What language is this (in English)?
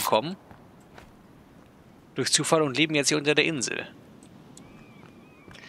German